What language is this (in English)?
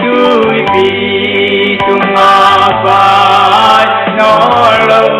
Paite Chin